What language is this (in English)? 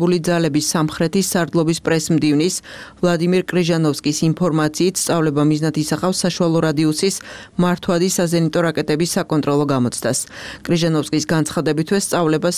Georgian